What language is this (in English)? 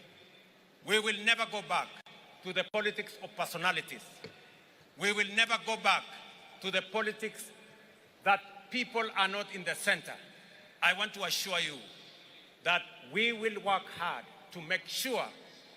Meru